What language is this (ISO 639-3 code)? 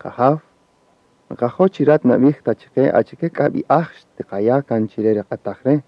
cak